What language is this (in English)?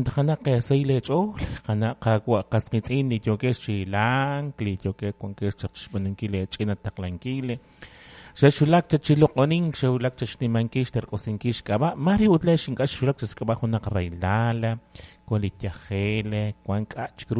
Kekchí